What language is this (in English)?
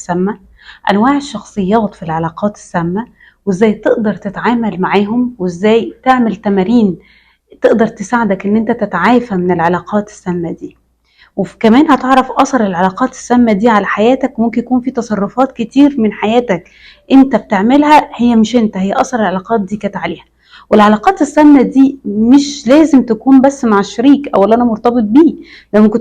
Egyptian Arabic